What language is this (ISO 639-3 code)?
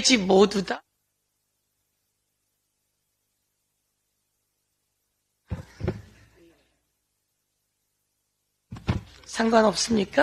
kor